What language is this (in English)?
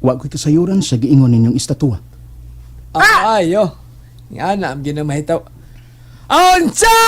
Cebuano